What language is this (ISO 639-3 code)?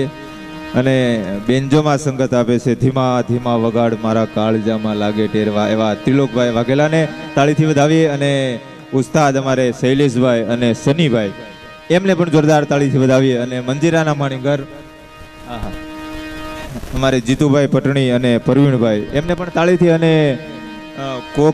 guj